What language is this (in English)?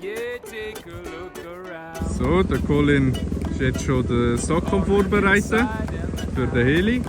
Swiss German